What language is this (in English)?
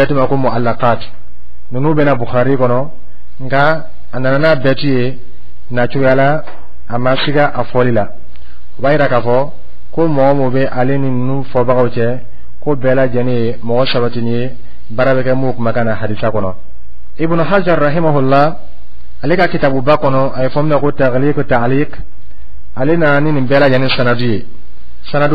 Dyula